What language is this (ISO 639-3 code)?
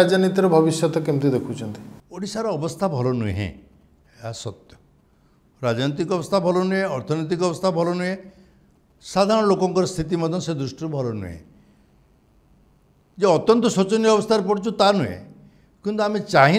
ori